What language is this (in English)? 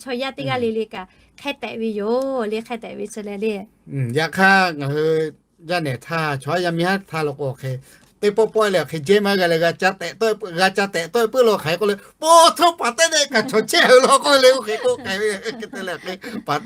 Lahu